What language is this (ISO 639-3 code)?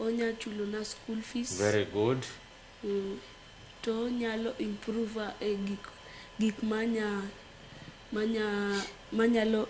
luo